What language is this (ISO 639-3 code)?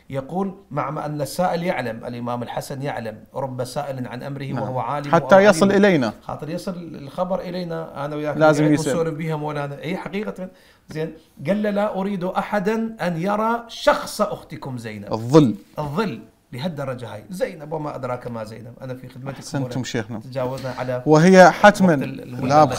ara